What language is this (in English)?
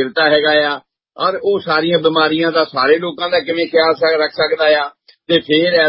Punjabi